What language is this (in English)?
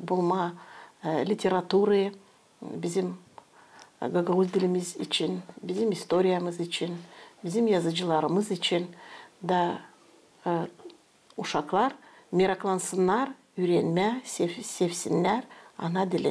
Gagauz